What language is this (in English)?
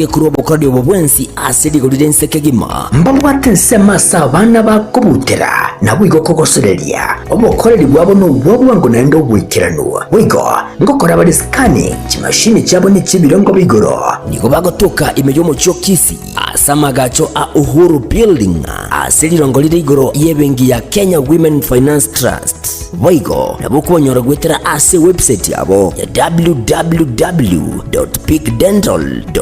Gusii